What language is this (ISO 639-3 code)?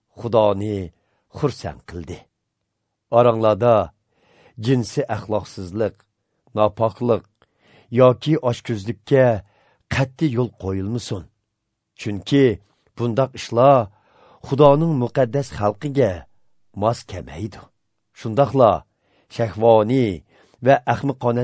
uig